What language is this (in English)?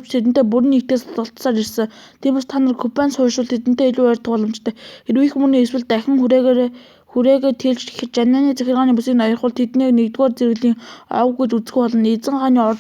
Mongolian